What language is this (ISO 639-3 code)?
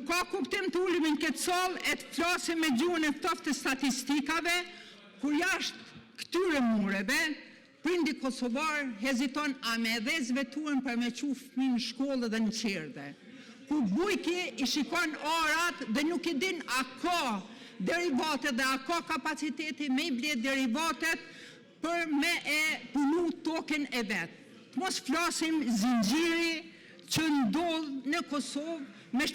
sqi